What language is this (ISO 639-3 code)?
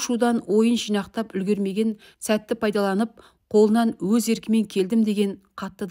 kaz